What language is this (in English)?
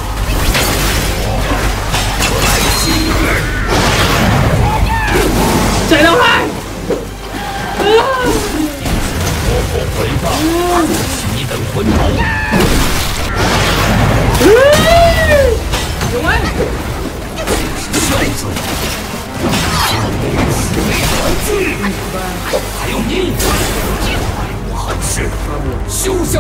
Vietnamese